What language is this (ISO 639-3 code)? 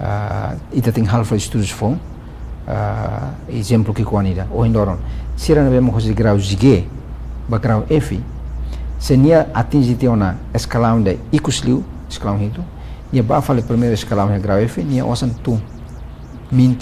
tet